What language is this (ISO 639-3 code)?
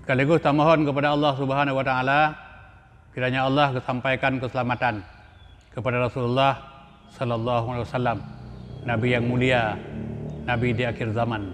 ace